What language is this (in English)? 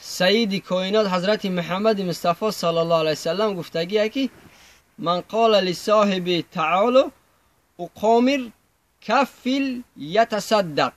Tajik